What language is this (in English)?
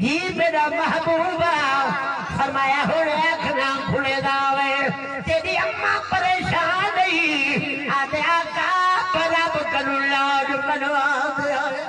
Saraiki